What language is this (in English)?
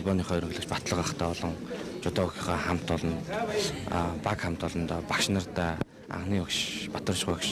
Mongolian